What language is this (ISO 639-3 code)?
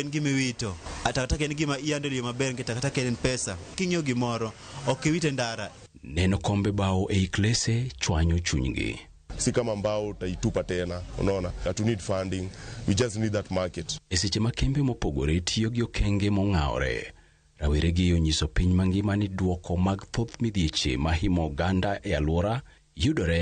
luo